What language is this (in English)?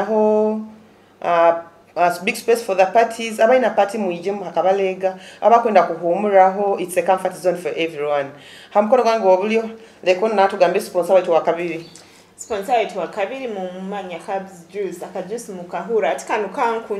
Nyoro